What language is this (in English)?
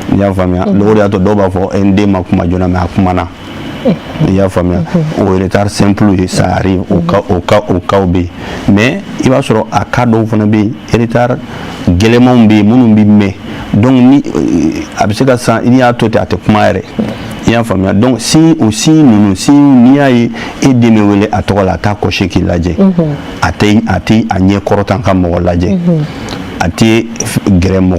Bambara